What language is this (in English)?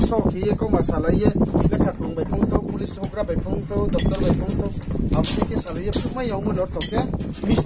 Riang (India)